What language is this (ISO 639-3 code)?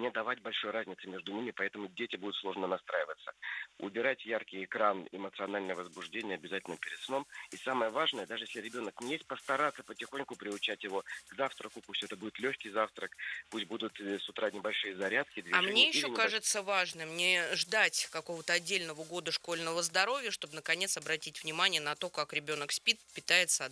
rus